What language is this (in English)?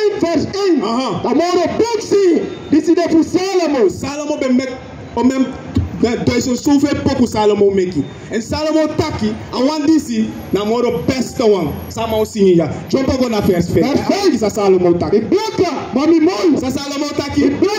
Sranan Tongo